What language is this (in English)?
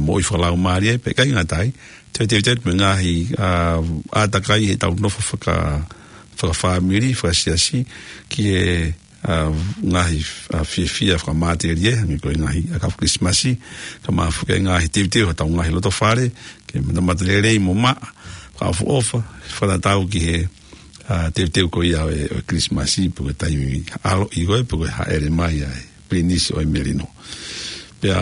Tongan